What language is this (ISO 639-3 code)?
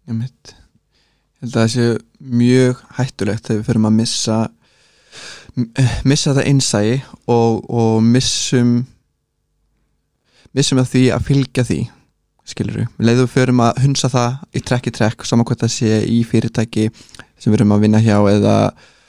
isl